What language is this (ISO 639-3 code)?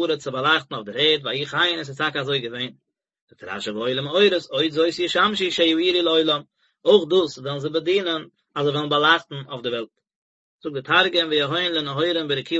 yid